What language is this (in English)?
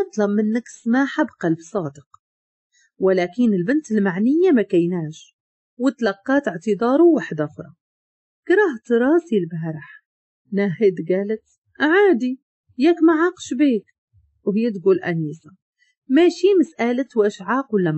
Moroccan Arabic